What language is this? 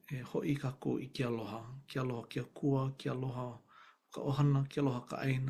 Hawaiian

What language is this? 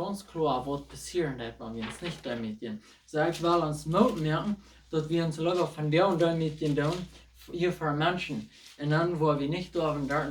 Plautdietsch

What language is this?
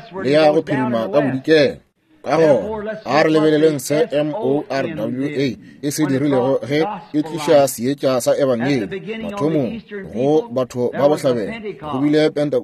Northern Sotho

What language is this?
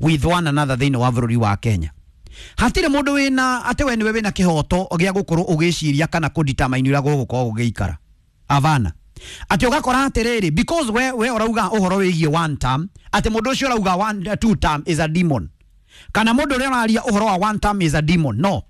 Kikuyu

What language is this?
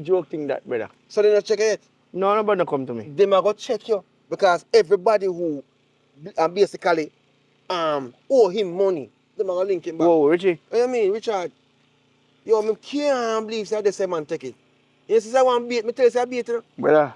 Jamaican Creole English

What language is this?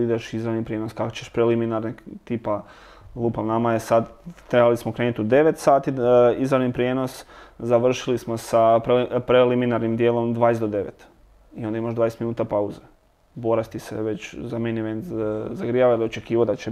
Croatian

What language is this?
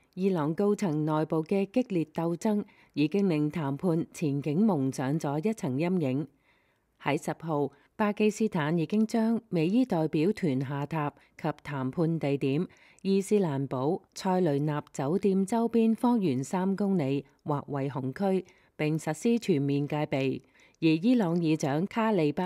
Cantonese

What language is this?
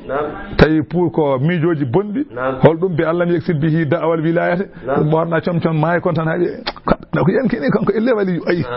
Fula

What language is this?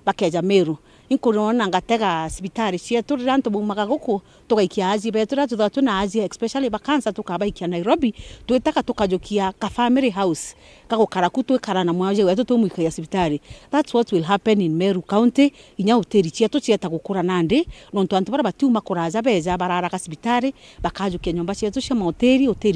Meru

